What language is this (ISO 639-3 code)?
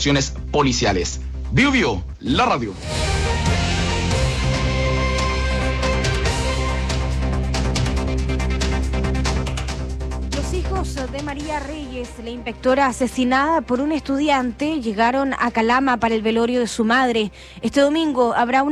spa